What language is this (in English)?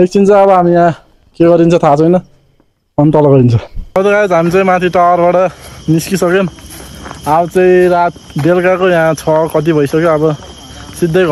Nepali